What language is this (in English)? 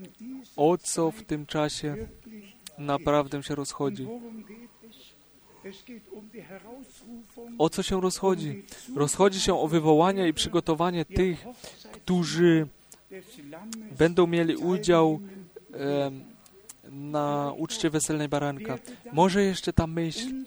Polish